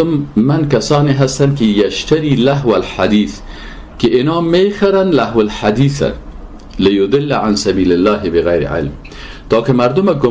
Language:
Persian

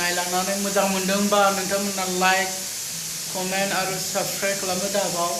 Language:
Bodo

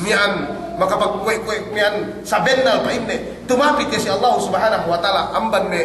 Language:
Yakan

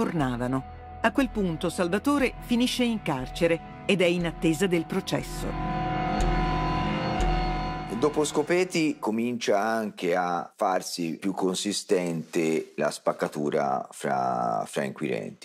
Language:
Italian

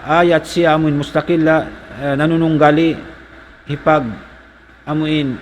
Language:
Tausug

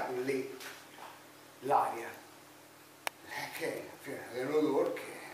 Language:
Italian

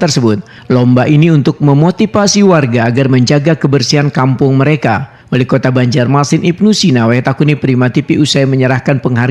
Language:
Banjar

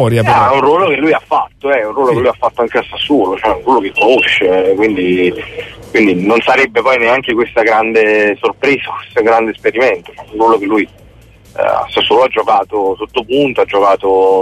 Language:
Italian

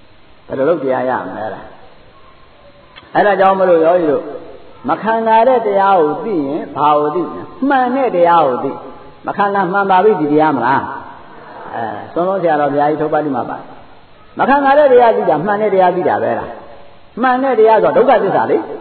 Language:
Burmese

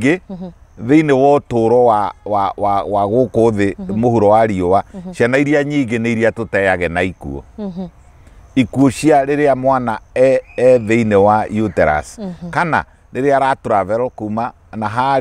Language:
Kikuyu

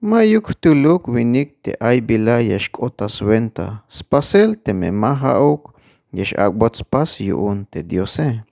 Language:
Tzeltal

